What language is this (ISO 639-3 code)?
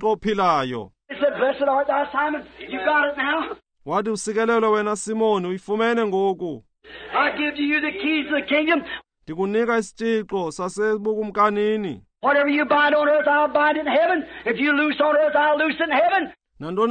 xho